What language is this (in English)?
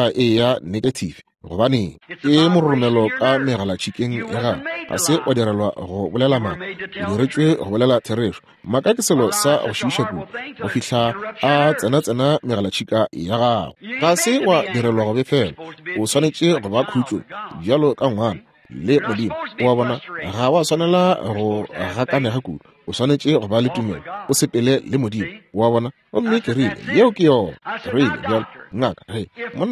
Northern Sotho